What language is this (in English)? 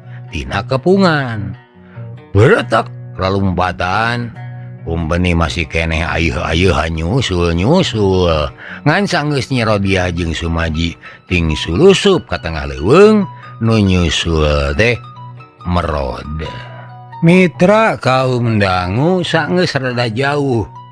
Sundanese